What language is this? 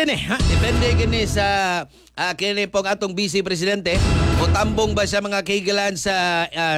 Cebuano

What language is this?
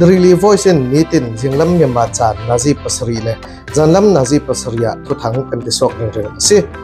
Falam Chin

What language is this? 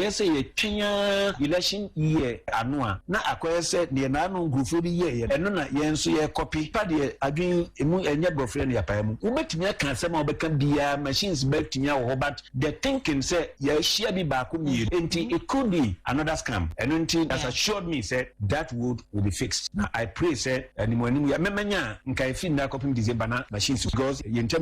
Akan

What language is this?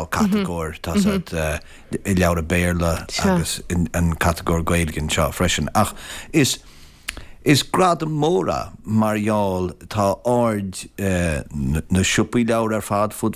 Irish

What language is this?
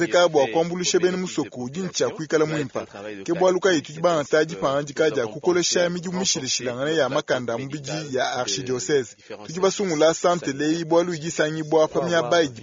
Luba-Lulua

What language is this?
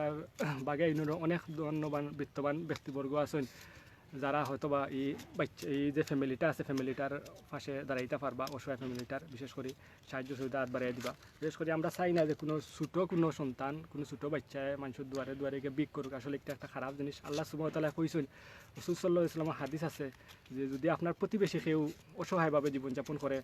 Sylheti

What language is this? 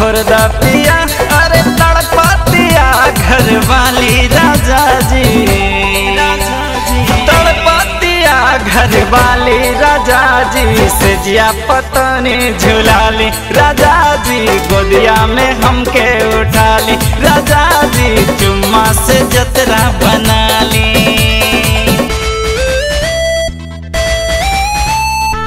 Bhojpuri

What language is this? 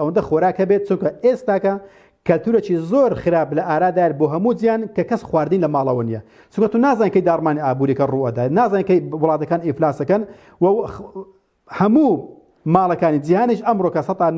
Central Kurdish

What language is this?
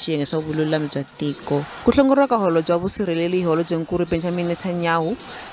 Tsonga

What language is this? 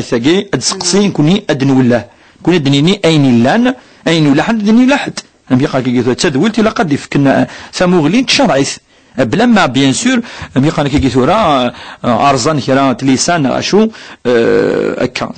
Kabyle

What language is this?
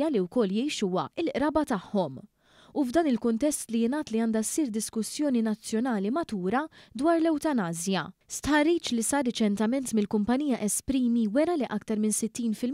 Maltese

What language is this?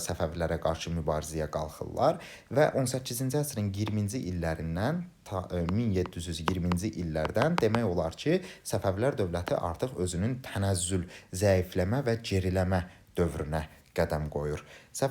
Azerbaijani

